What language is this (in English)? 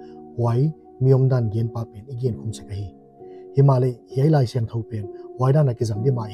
Paite Chin